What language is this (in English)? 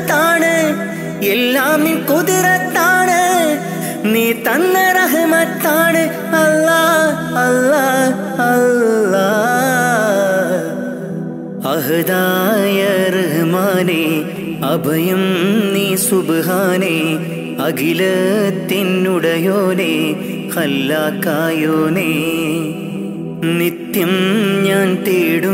Malayalam